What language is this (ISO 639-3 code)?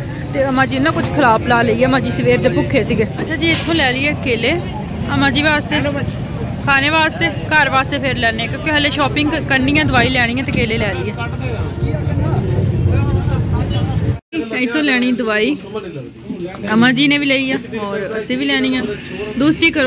pan